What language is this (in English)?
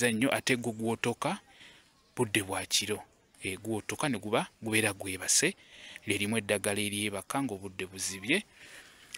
Ganda